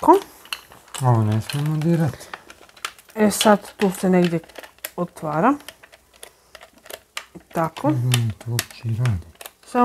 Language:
Croatian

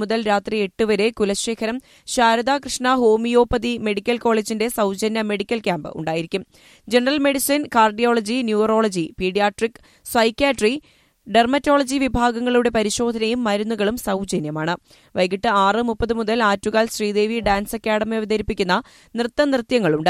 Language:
Malayalam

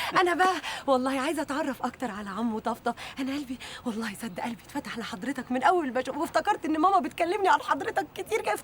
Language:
Egyptian Arabic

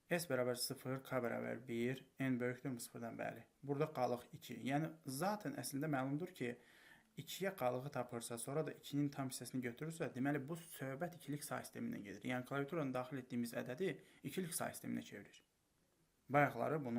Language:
Azerbaijani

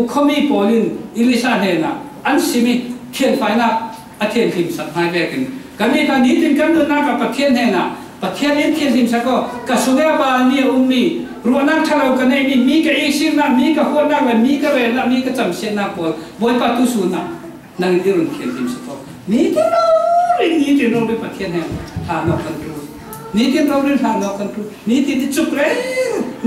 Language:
Falam Chin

